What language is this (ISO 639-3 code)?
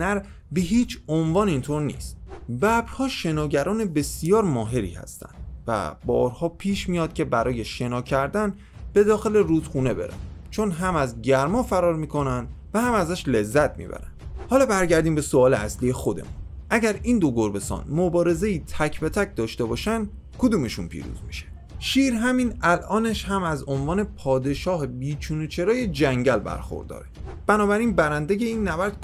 fas